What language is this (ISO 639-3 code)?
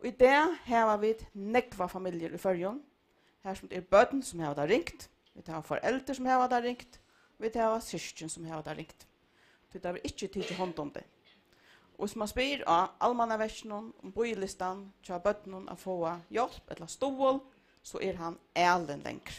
fao